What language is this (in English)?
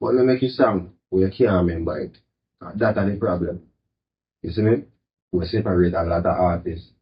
Jamaican Creole English